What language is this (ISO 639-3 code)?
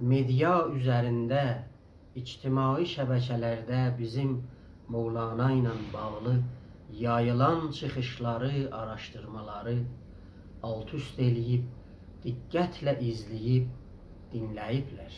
azb